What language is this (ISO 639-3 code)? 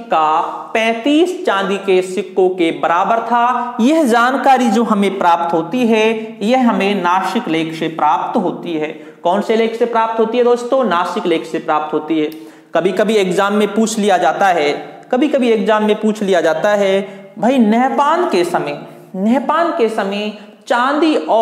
hin